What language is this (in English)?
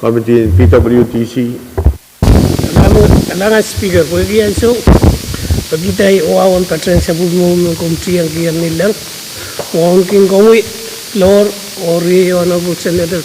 Pohnpeian